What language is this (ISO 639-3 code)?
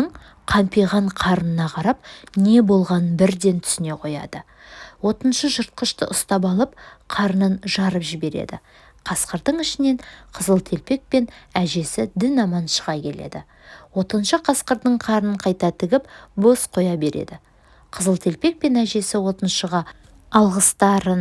kaz